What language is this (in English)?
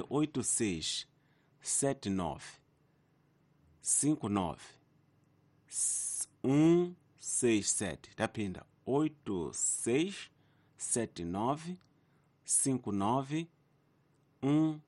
Tsonga